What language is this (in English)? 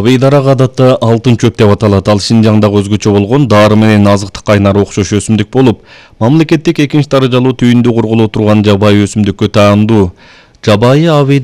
Kyrgyz